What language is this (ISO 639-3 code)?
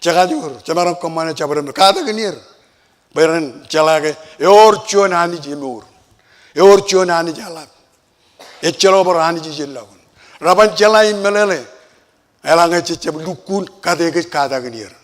mah